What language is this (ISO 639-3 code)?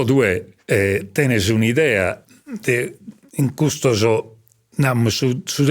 srd